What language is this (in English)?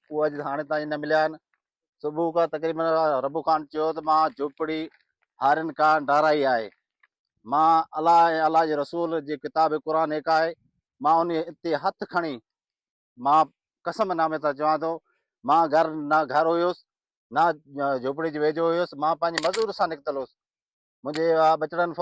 Sindhi